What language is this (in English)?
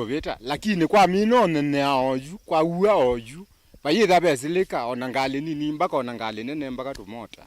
Kamba